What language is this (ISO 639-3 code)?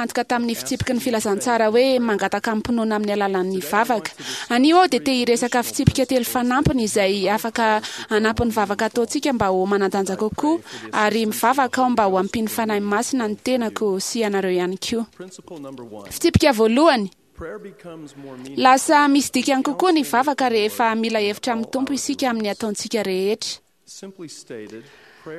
mlg